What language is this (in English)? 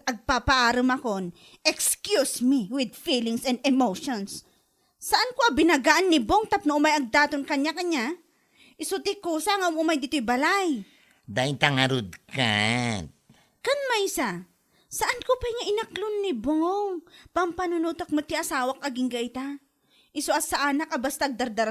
Iloko